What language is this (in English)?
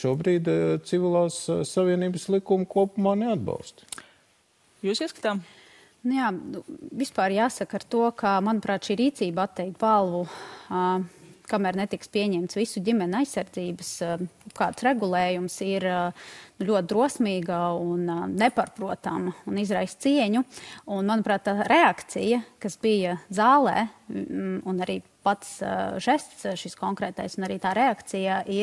Latvian